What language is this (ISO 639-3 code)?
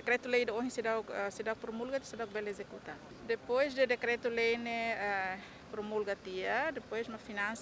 tet